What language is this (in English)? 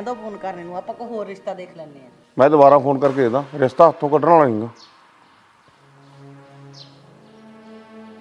Punjabi